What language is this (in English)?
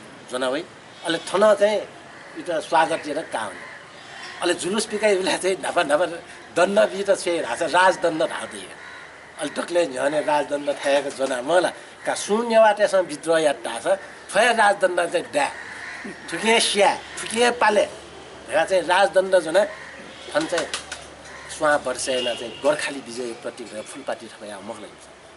Newari